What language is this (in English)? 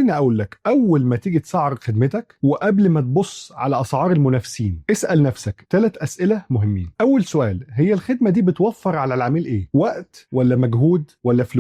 Egyptian Arabic